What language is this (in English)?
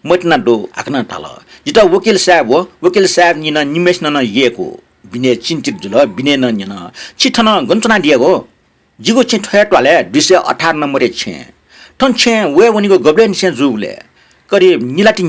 Newari